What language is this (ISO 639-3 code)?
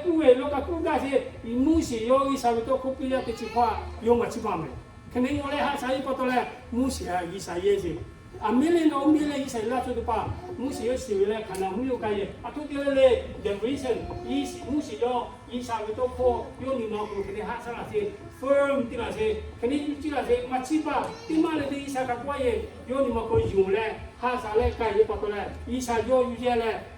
lhu